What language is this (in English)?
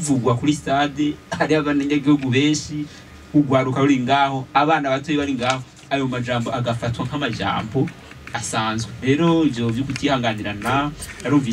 Rundi